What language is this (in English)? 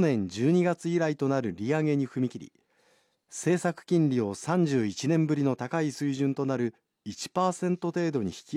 Japanese